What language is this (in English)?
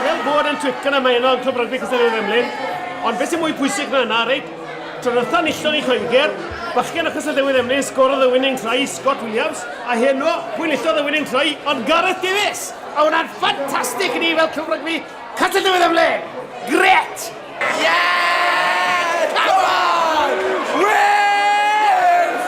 Welsh